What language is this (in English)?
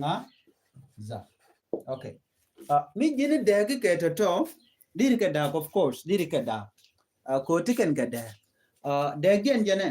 Nuer